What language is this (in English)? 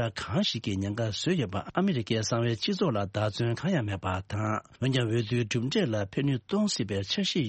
Tibetan